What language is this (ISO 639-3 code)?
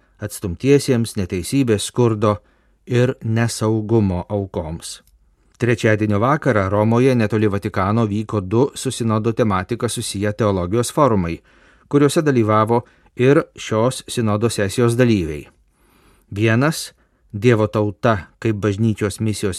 lit